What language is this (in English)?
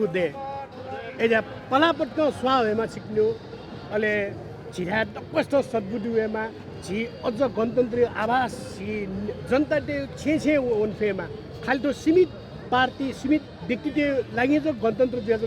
Newari